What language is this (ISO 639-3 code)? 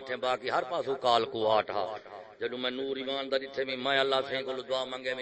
skr